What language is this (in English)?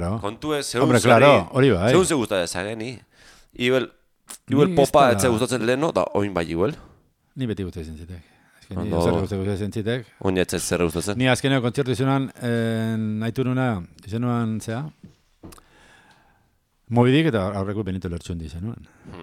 Basque